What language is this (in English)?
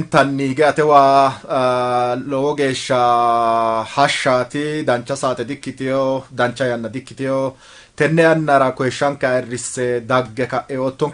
Sidamo